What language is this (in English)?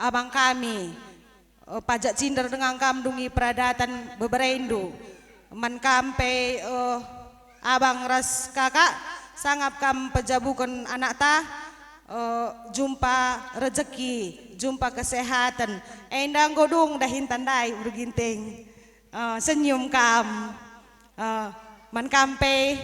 Batak Karo